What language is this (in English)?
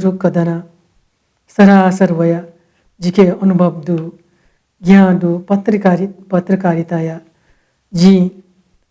Newari